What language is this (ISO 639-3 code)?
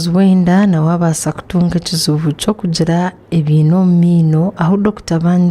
nyn